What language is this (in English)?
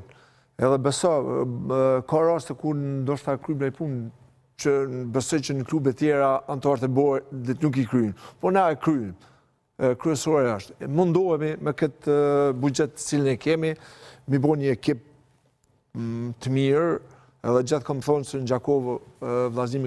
Albanian